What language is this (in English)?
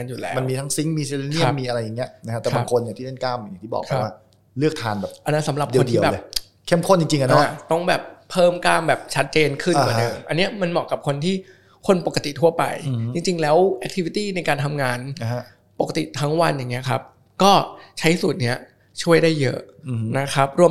Thai